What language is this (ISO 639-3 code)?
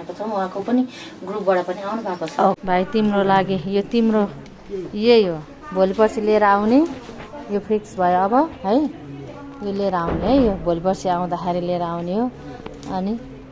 nep